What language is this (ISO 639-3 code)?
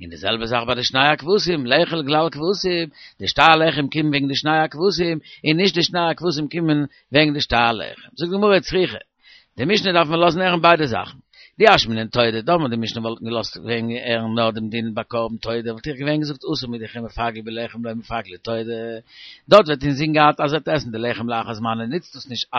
yid